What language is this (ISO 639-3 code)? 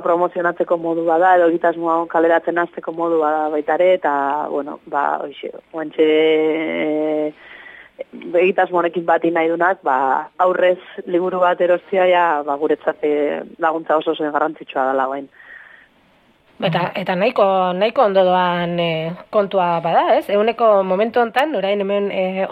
eus